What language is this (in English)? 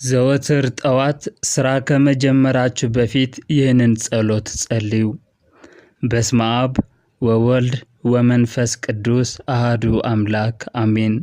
Amharic